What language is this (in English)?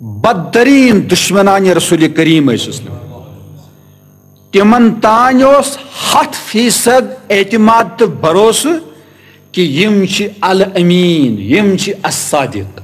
Kashmiri